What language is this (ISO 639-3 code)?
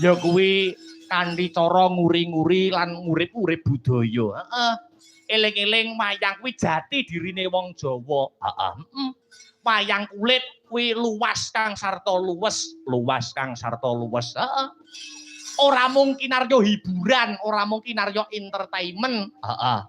jav